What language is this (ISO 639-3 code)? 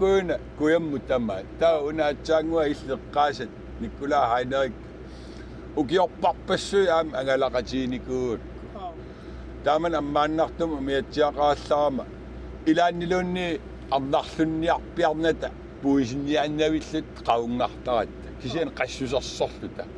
kal